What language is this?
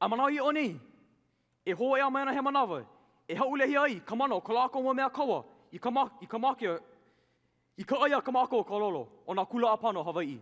Hawaiian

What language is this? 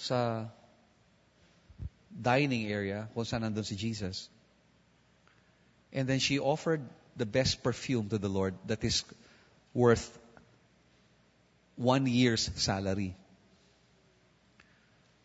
Filipino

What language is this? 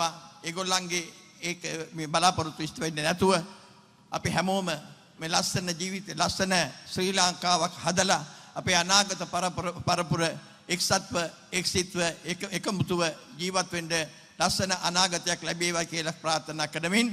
Sinhala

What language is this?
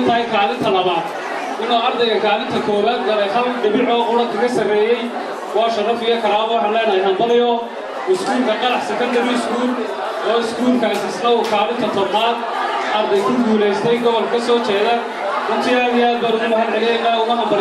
Somali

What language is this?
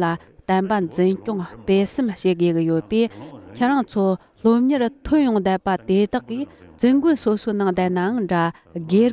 Tibetan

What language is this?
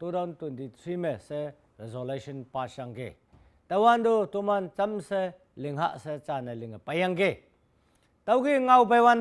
Konyak Naga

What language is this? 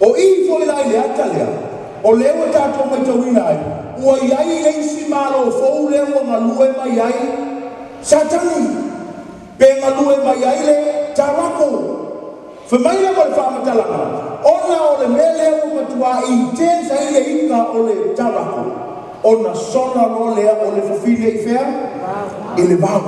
Samoan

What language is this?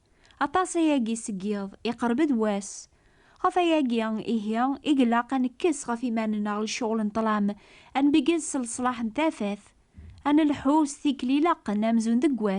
Kabyle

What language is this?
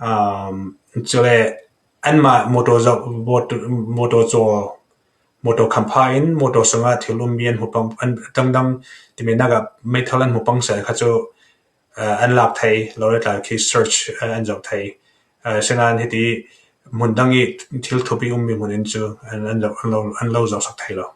Falam Chin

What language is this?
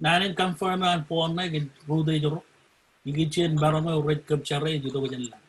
Marshallese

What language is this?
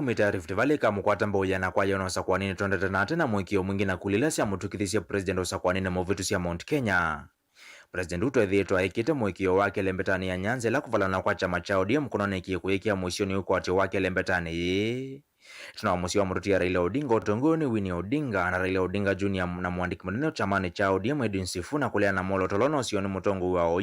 Kamba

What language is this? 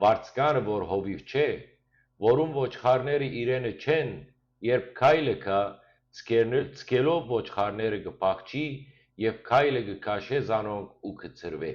Western Armenian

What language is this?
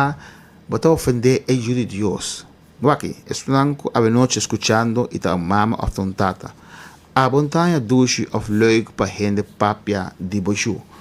Papiamento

